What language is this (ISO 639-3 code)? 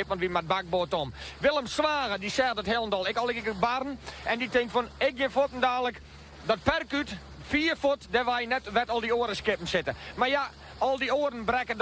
fry